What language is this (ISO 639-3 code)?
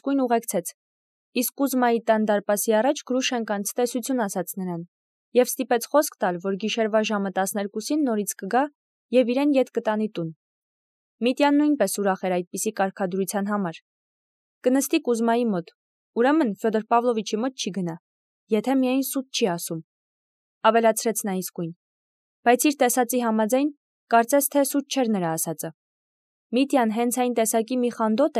hye